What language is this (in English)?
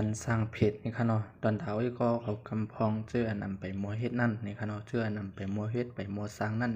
Shan